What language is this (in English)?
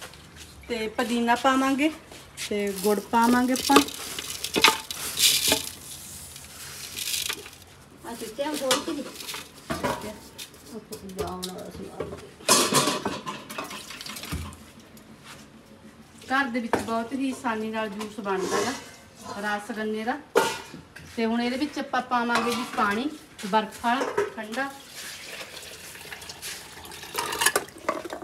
Punjabi